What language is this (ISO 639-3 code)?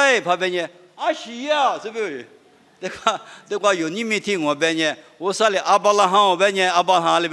lis